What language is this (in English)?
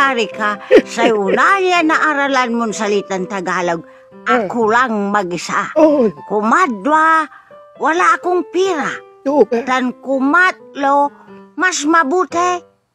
Pangasinan